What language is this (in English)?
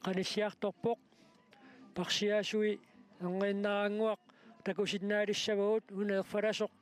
Kalaallisut